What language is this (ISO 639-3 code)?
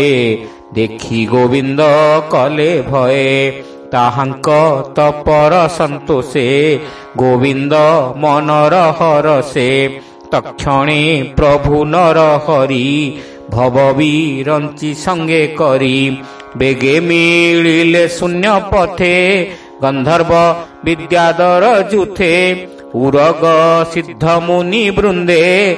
ori